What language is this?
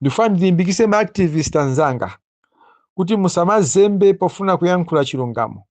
Nyanja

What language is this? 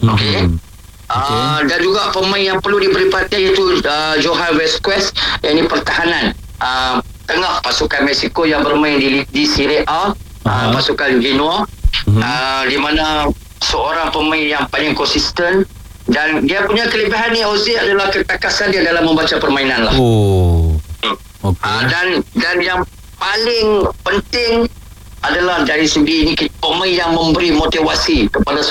Malay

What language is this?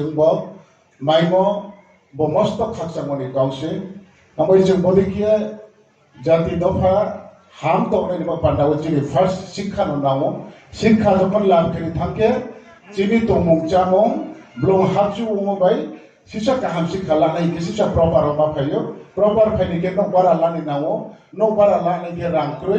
Riang (India)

